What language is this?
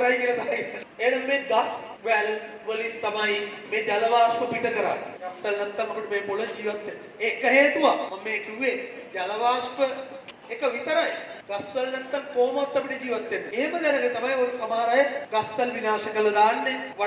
Sinhala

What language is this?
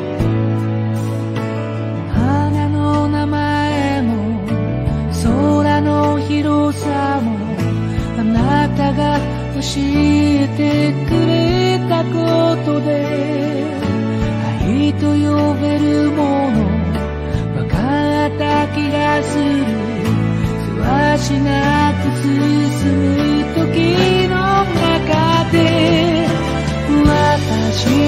Japanese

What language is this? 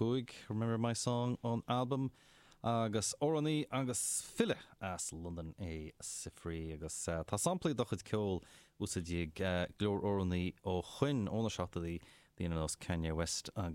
Irish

